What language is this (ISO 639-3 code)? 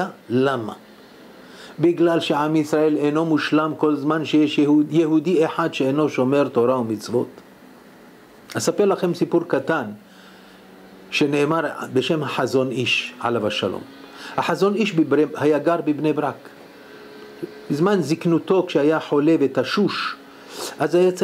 heb